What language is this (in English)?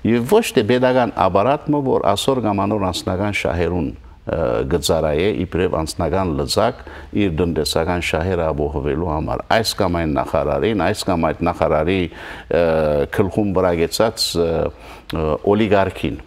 Western Armenian